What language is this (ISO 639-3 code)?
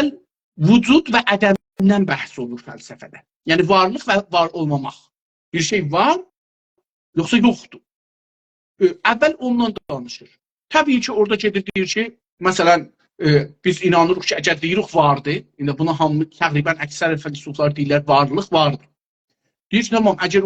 azb